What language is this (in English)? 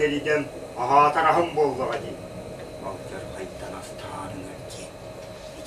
Yakut